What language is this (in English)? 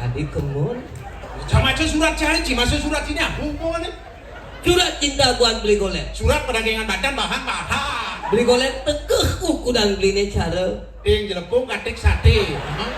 Balinese